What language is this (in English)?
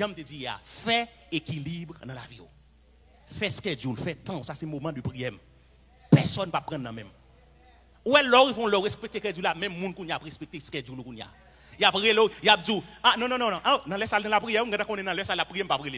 Haitian Creole